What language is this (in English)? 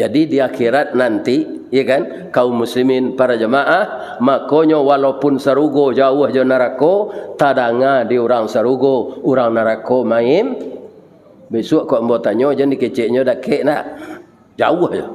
Minangkabau